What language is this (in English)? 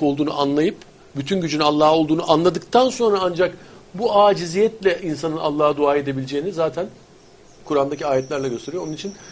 Turkish